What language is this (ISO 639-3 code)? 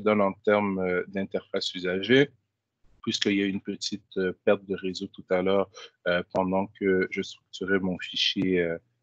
fra